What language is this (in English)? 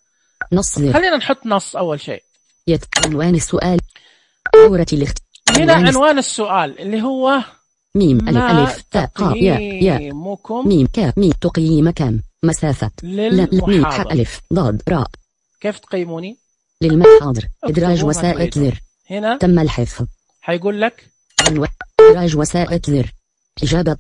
Najdi Arabic